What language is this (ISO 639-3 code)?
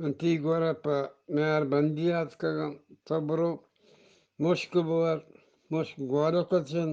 bgp